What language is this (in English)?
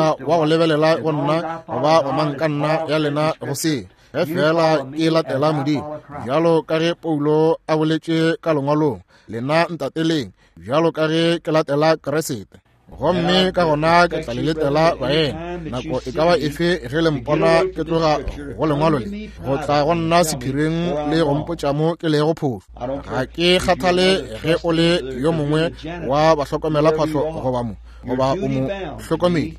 Northern Sotho